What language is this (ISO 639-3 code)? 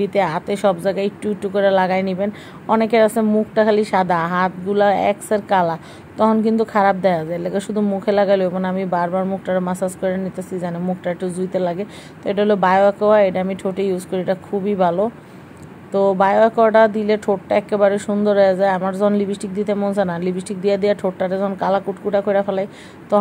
ben